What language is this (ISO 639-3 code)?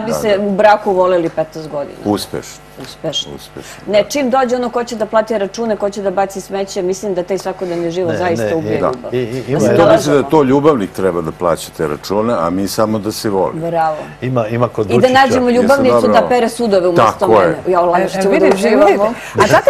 srp